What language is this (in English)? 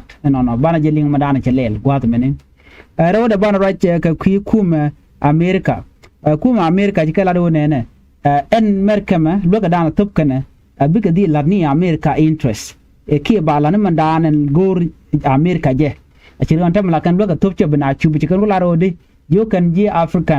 Nuer